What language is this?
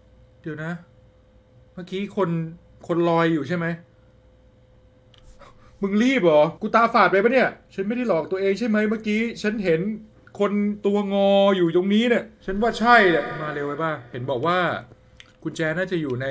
Thai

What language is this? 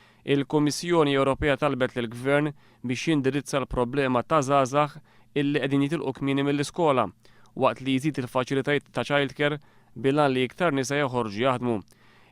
Maltese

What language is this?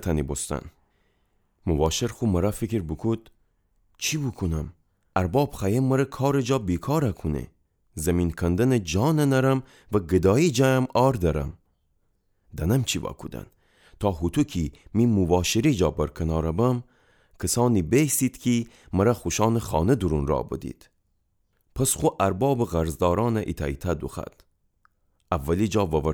Gilaki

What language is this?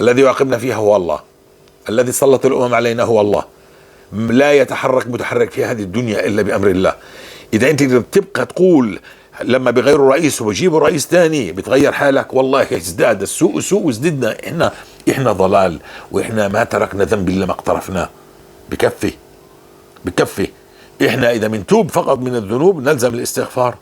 North Levantine Arabic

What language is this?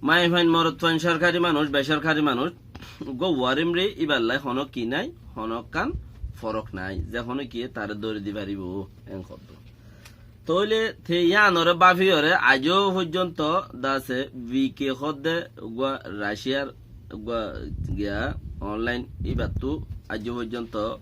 Rohingya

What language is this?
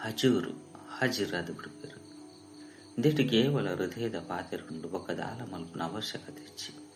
Tulu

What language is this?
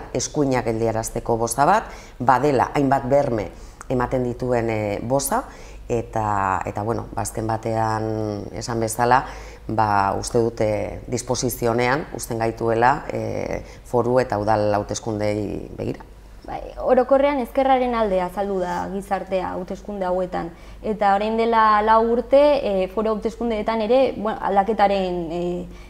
Basque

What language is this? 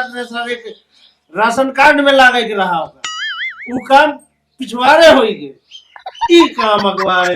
Awadhi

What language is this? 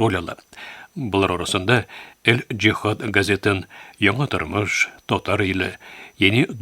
Tatar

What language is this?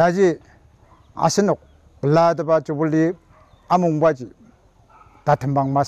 Ao Naga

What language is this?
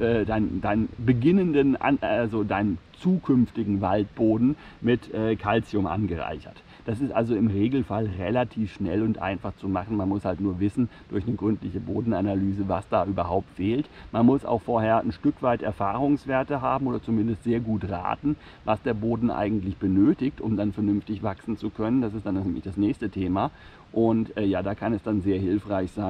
German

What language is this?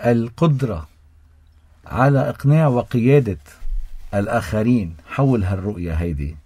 North Levantine Arabic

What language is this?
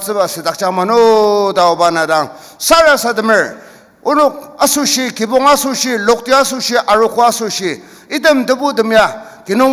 Ao Naga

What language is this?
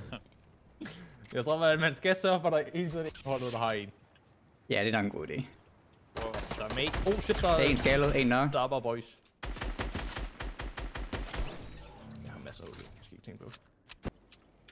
Danish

